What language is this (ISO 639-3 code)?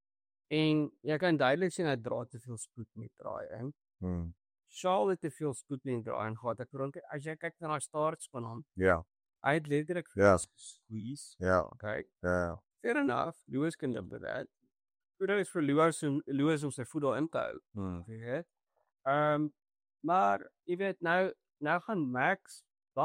afr